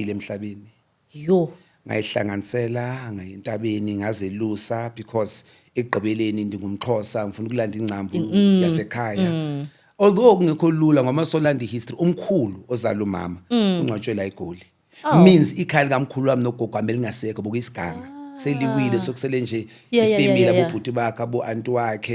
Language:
Zulu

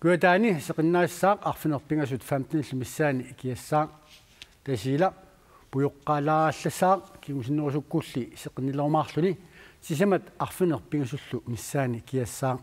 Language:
Kalaallisut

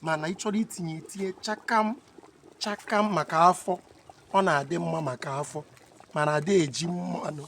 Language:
Igbo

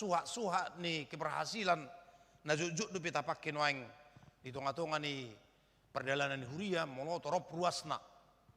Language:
Batak Toba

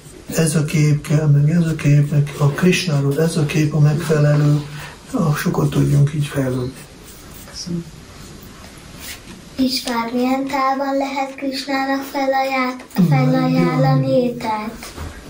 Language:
Hungarian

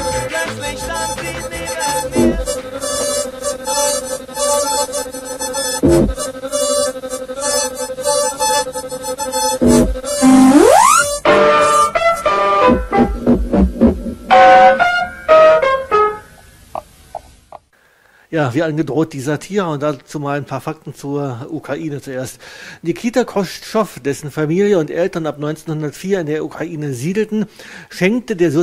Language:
German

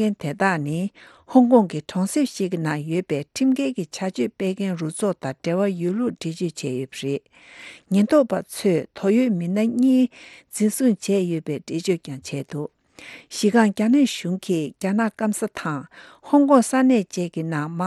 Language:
Tibetan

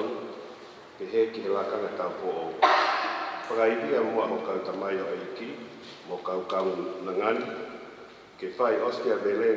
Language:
Tongan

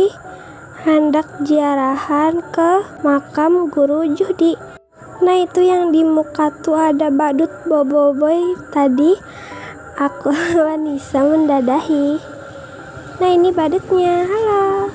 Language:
Banjar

